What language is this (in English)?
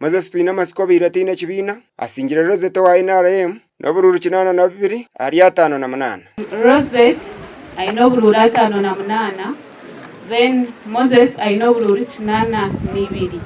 Nyankole